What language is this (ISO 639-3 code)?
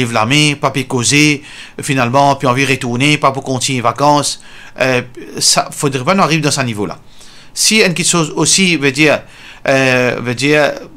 mfe